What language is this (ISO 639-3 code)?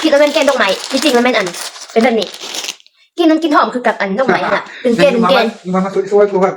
lao